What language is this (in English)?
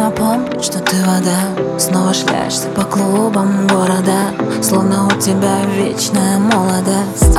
Russian